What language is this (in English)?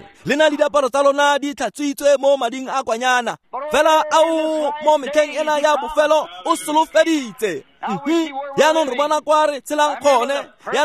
Tswana